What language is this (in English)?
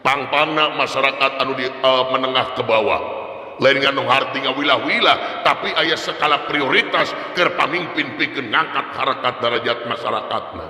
Sundanese